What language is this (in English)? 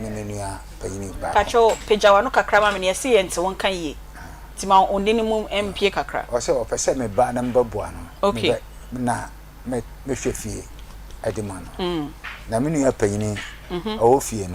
Akan